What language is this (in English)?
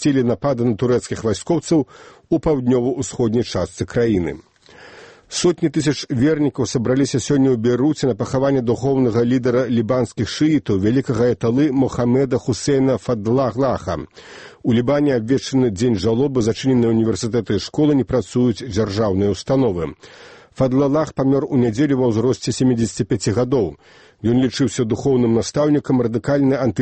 Belarusian